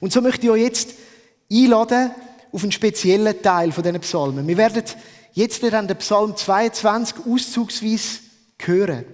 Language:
Swiss German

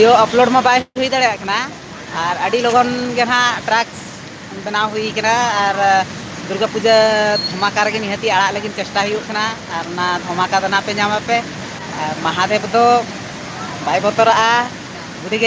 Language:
Santali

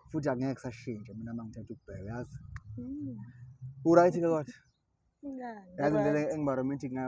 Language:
Zulu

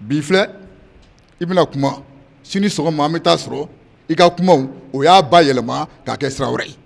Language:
Bambara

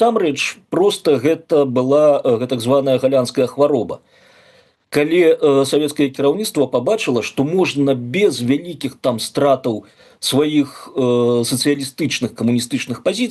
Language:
Belarusian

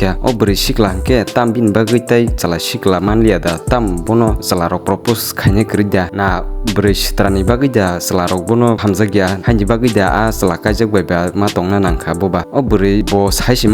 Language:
Kok Borok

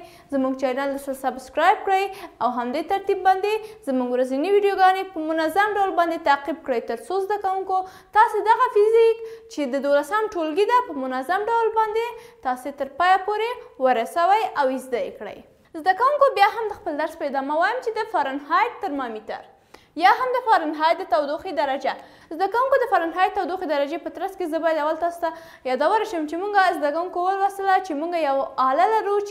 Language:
Pashto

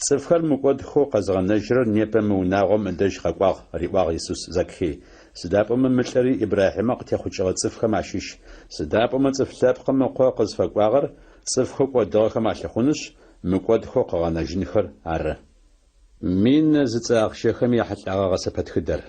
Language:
Adyghe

